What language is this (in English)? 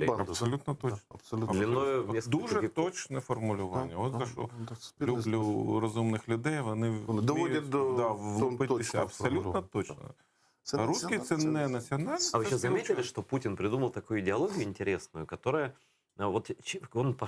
Crimean Tatar